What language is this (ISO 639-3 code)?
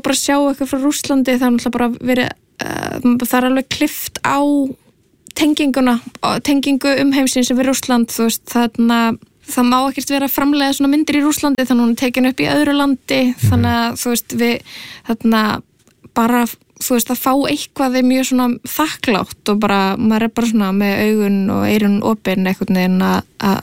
isl